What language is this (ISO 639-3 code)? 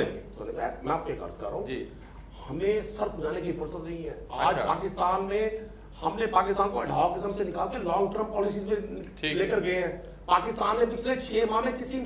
urd